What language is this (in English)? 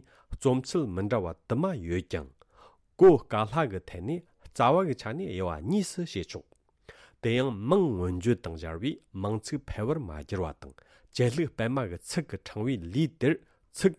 Tibetan